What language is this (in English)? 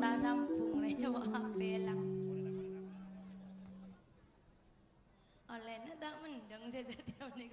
Indonesian